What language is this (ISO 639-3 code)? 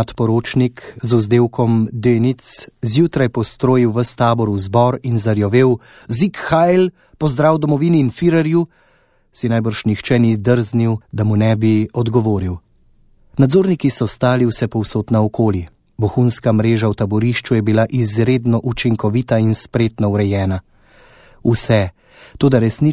slv